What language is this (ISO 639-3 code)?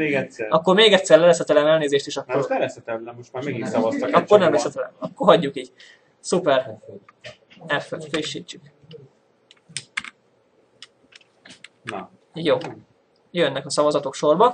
hun